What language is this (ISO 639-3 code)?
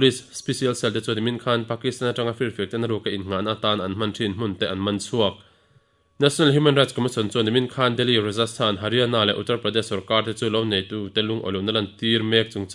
lus